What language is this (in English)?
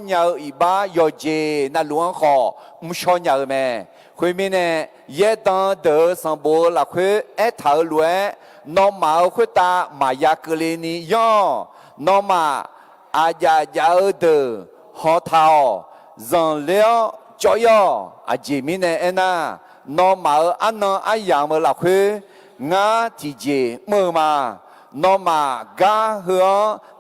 Akha